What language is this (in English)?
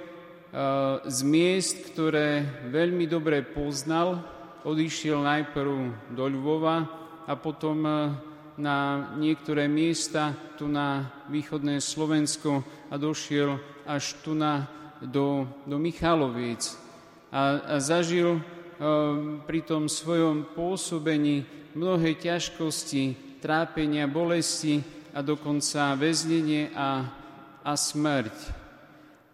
Slovak